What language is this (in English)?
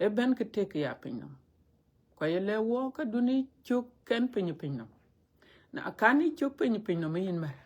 Dinka